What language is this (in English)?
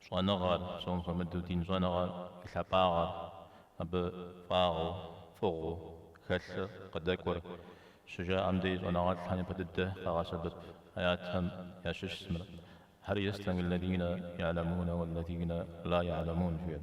Kabardian